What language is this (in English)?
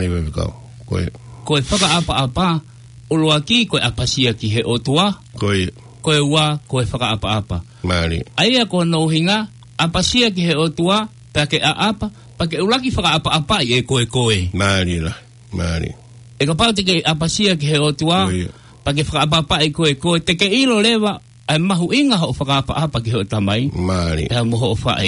Tongan